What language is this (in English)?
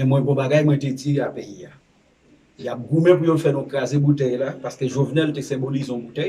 Haitian Creole